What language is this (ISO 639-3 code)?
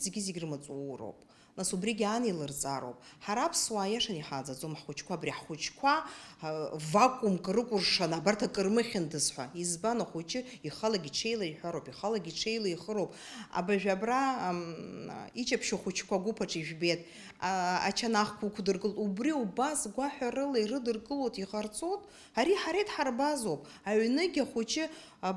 abk